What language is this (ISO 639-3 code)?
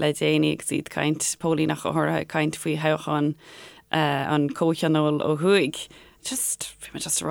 gle